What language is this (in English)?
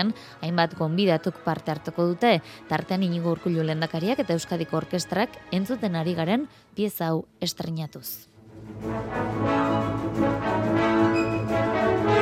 Basque